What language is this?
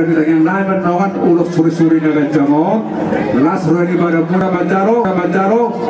Batak Toba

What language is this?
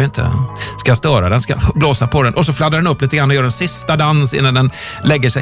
Swedish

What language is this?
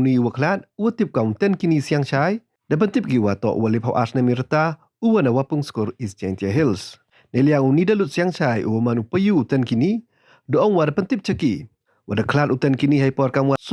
Pnar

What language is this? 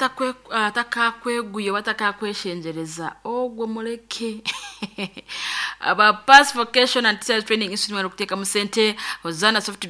Nyoro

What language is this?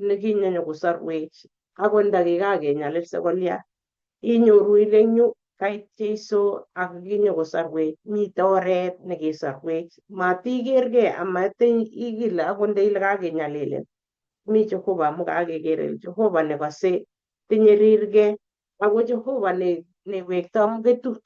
Kalenjin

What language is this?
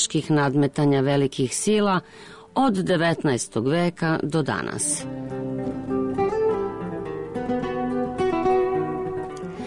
Serbian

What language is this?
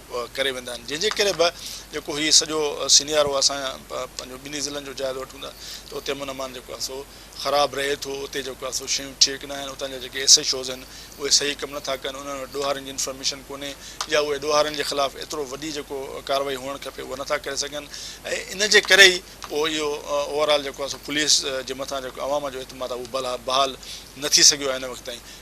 Sindhi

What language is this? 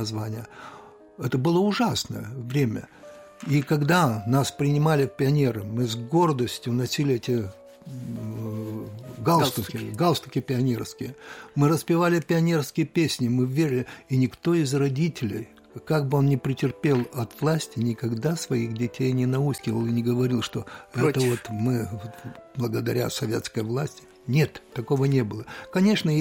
Russian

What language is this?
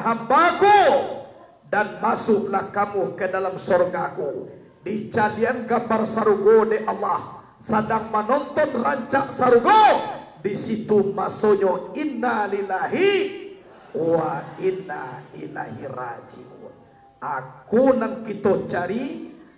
Minangkabau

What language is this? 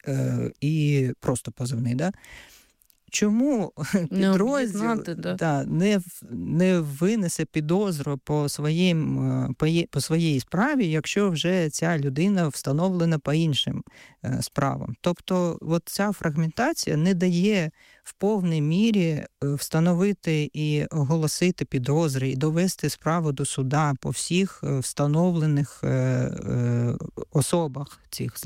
Ukrainian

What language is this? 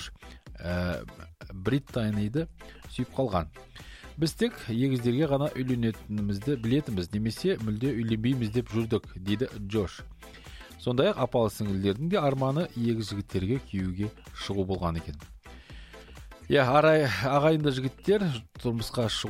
Kazakh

